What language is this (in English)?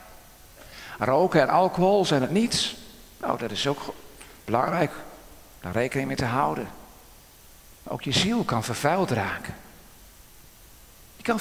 Dutch